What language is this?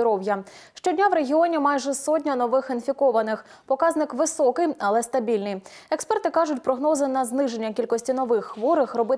Ukrainian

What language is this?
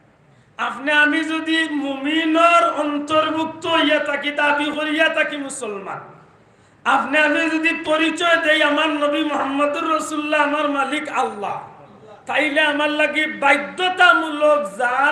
Sylheti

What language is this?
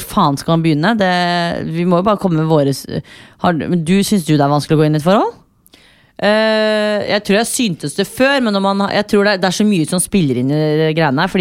Norwegian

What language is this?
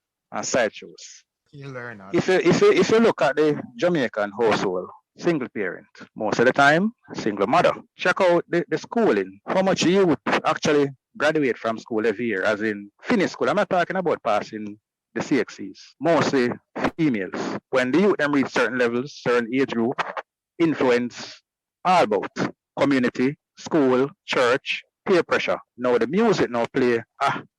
Jamaican Creole English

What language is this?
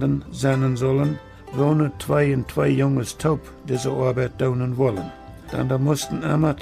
Plautdietsch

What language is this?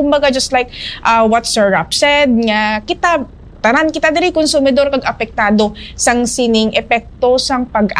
Hiligaynon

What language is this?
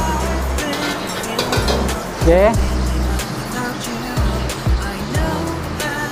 Malay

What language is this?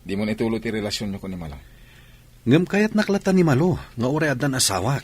Iloko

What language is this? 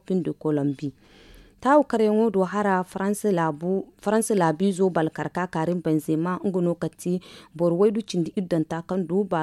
Zarma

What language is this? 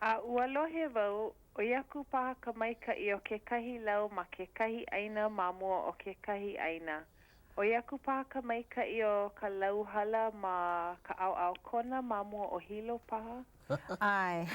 Hawaiian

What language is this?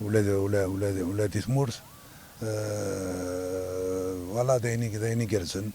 Kabyle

